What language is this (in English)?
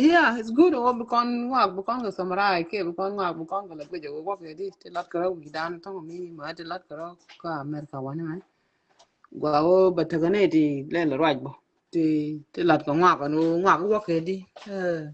Nuer